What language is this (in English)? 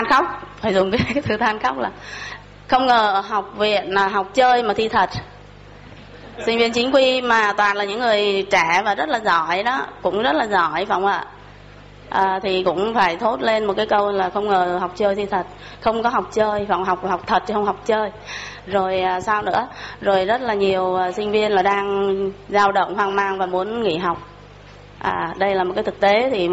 Vietnamese